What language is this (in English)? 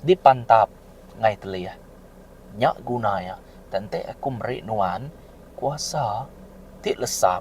Iban